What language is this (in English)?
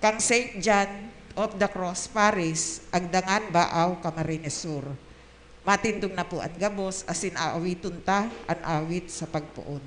Bikol